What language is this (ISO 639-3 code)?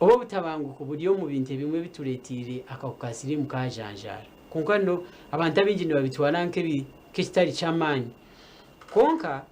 nyn